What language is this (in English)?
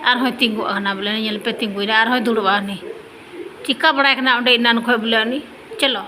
Santali